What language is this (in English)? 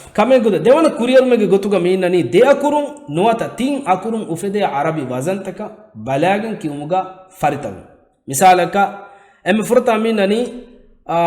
Divehi